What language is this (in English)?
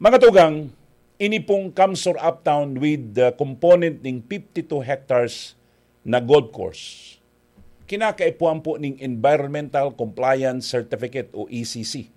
Bikol